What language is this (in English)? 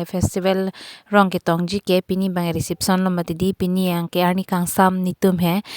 Karbi